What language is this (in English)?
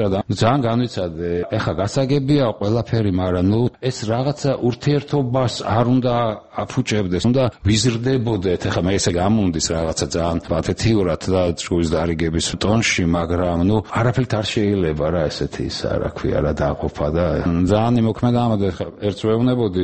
Georgian